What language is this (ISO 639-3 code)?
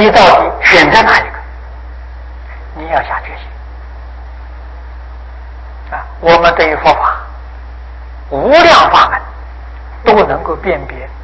zho